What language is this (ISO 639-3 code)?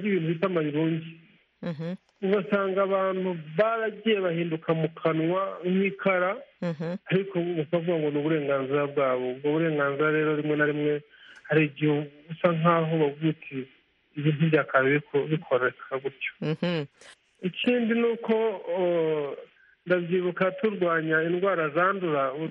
kin